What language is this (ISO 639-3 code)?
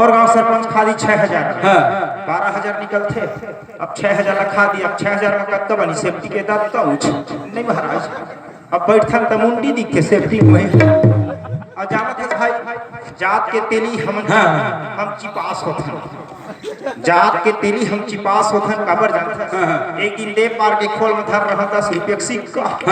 hne